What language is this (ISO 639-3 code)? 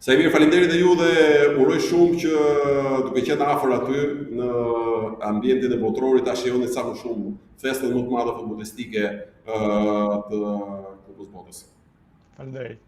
sqi